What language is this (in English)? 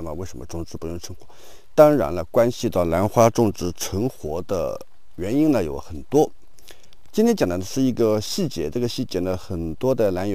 Chinese